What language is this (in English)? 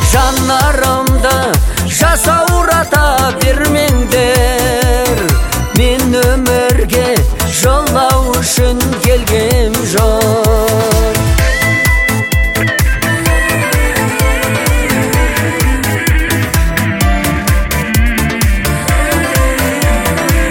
Kazakh